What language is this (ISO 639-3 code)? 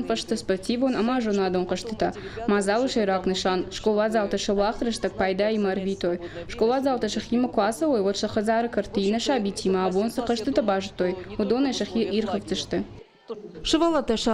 oss